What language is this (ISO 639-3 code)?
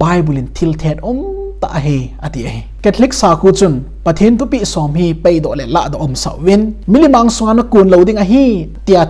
tcz